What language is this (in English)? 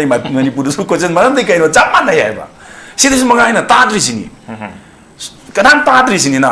Manipuri